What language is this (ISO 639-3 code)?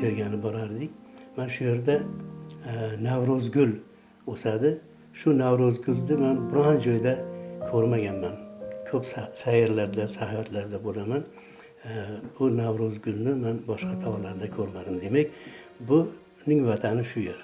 uzb